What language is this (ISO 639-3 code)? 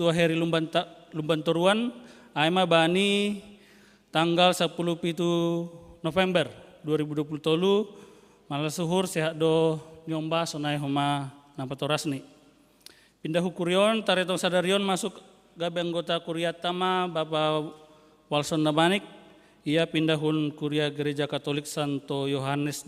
bts